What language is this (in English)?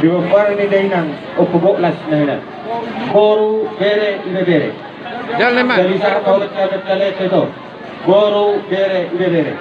Batak Toba